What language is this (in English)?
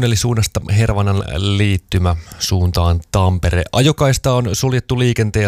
Finnish